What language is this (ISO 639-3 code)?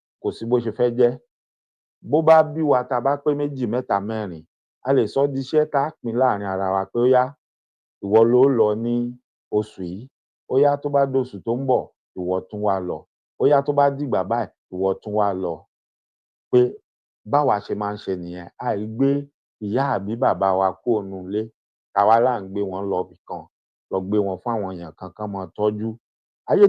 yor